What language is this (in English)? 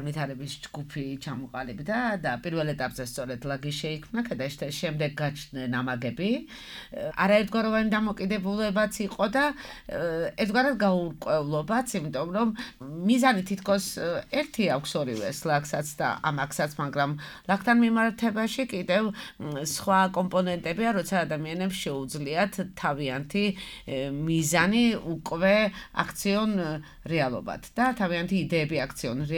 Georgian